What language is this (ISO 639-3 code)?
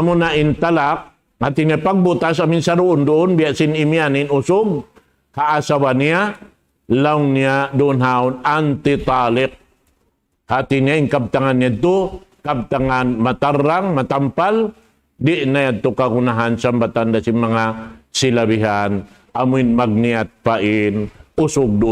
tsg